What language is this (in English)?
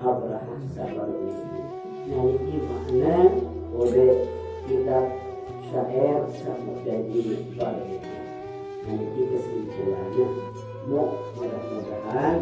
Sasak